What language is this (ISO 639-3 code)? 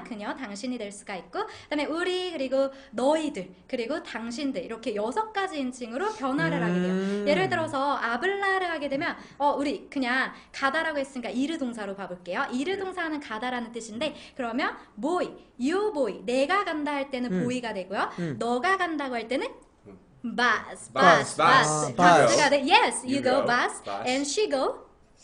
kor